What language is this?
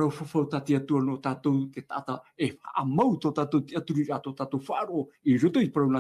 Tahitian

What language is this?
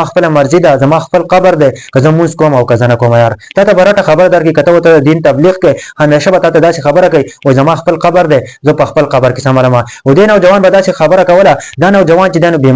Pashto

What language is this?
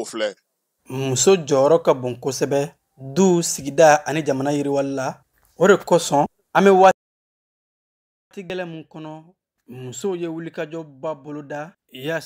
Bambara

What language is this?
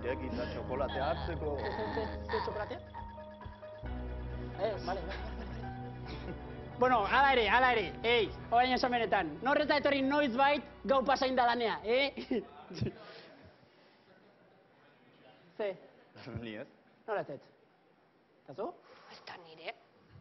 Basque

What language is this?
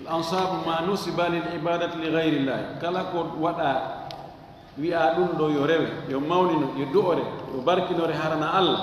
Fula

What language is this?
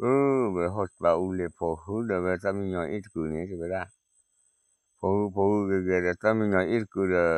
S'gaw Karen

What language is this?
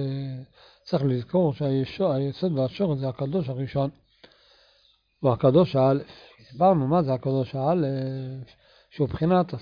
Hebrew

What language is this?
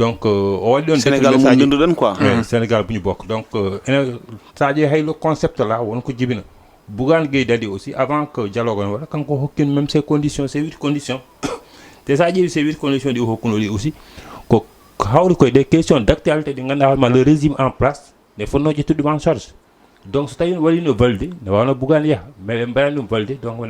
Fula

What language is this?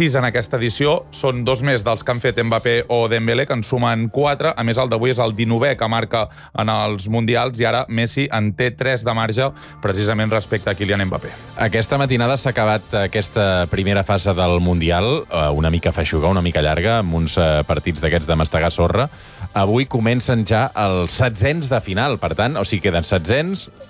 Catalan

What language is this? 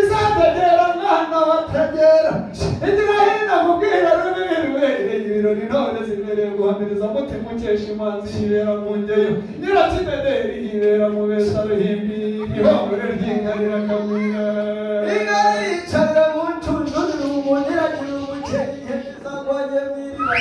Kinyarwanda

